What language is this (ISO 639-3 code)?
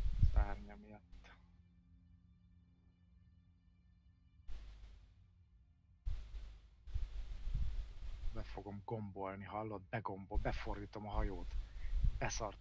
hun